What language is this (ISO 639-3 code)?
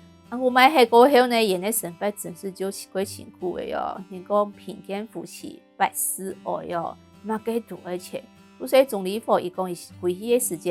hak